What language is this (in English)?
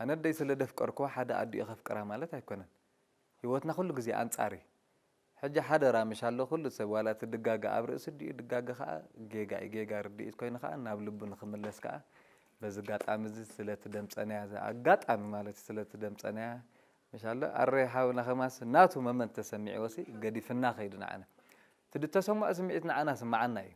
Tigrinya